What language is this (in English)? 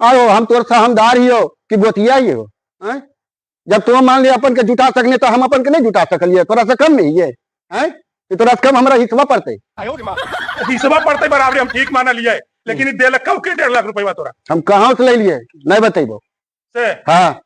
Magahi